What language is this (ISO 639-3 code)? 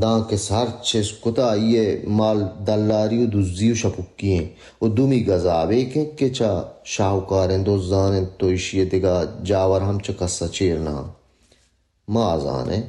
bal